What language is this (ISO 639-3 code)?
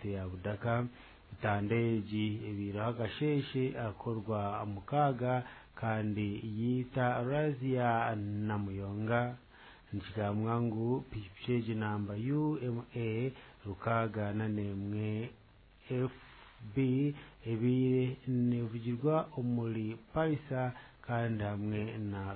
nyn